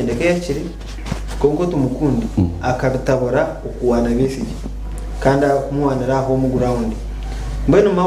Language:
Nyankole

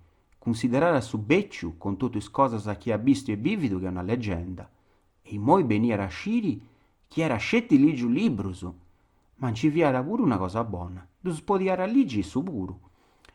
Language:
Sardinian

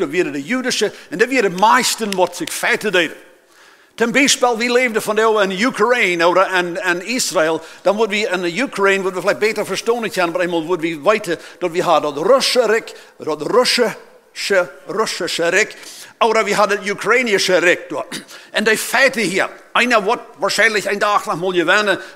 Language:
Plautdietsch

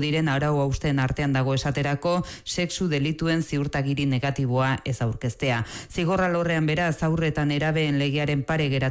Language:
Basque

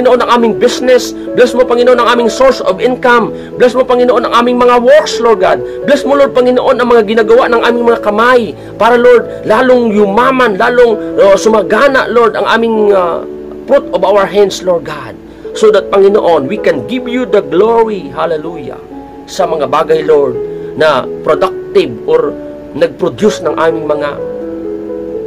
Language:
Filipino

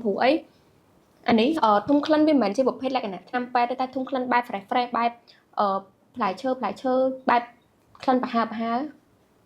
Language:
Khmer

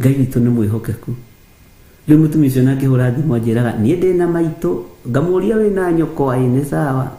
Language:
Kikuyu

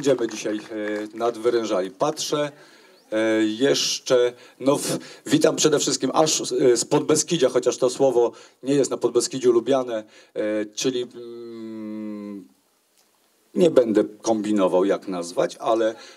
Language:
Polish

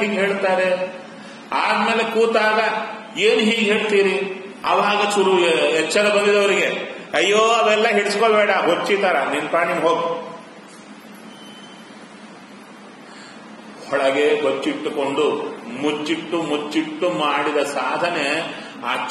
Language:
Kannada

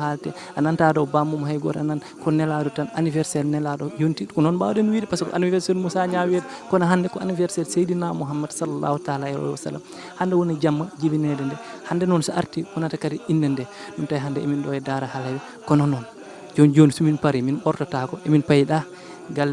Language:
Fula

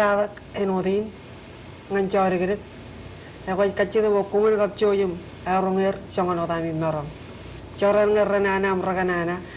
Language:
Marshallese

